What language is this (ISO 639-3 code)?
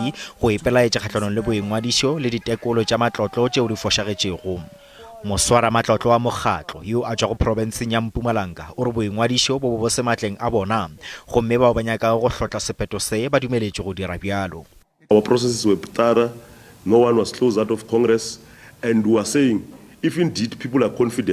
nso